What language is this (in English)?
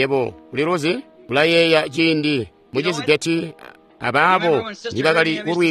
Tonga (Zambia)